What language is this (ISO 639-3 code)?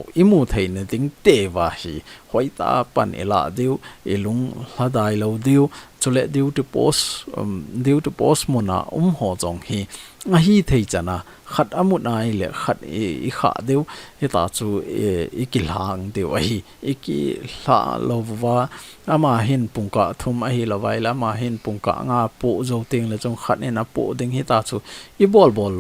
tcz